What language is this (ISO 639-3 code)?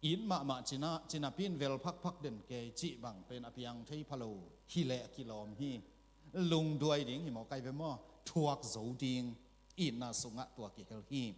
ctd